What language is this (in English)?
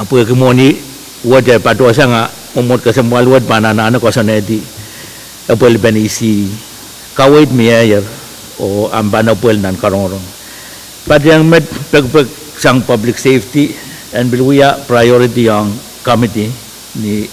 Pohnpeian